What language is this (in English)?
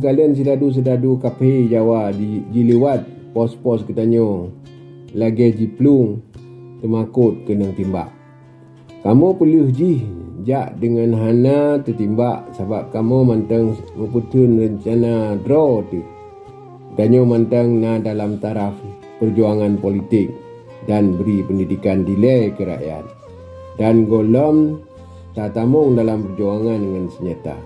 Achinese